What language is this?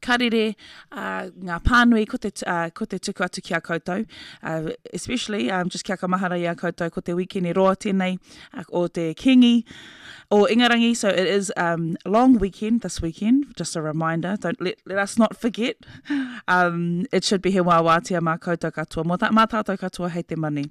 Māori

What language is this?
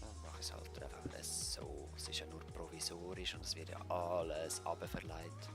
Swiss German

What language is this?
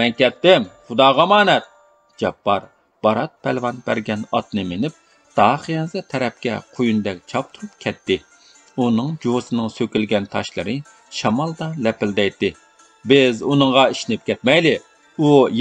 Uyghur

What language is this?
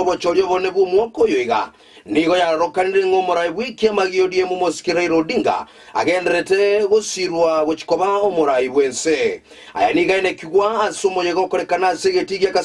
Gusii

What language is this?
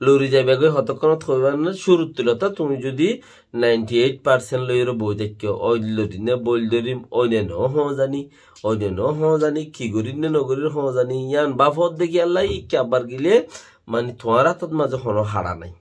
Rohingya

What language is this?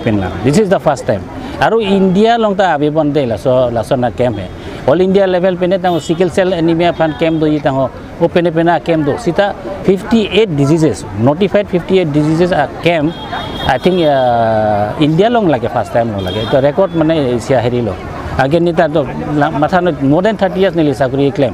Karbi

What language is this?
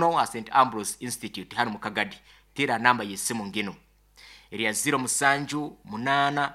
Nyankole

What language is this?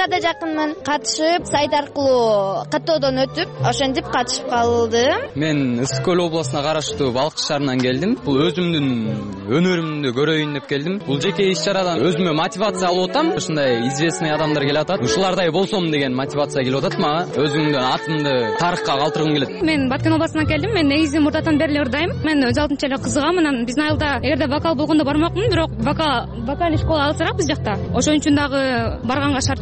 Kyrgyz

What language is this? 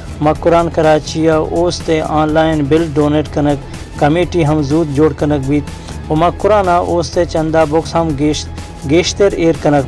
Baluchi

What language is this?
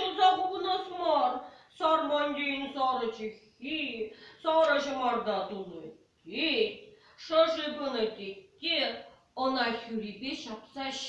Chuvash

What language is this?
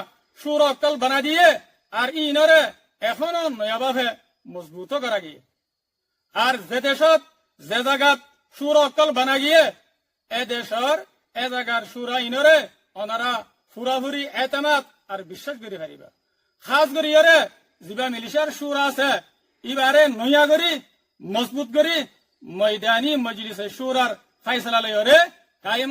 Rohingya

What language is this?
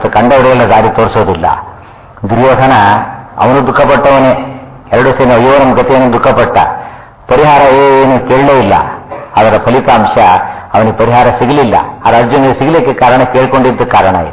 Kannada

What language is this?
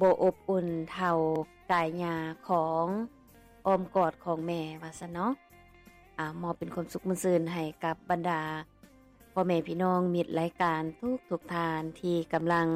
Lao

